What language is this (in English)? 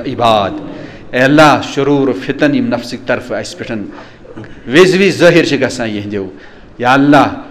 Kashmiri